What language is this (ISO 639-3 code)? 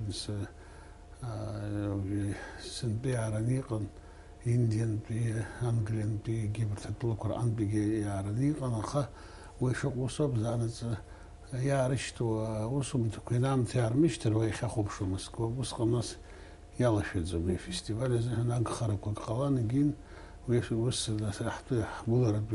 abk